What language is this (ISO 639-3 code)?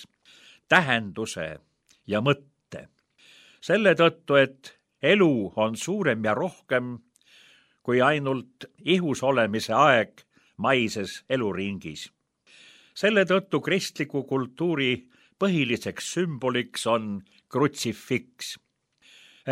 est